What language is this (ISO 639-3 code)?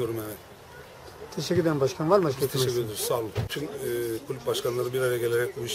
tur